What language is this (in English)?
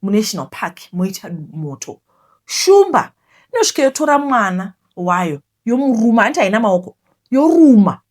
Shona